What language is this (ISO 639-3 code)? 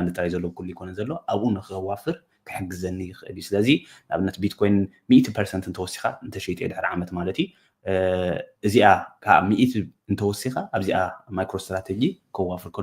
tir